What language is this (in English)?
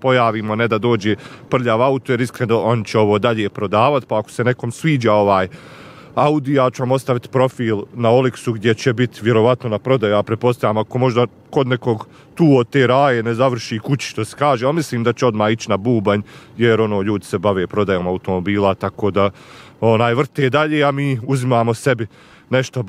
Bosnian